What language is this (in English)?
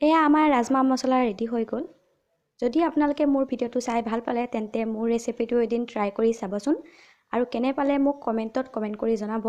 Assamese